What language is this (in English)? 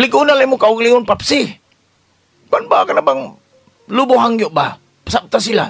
Cebuano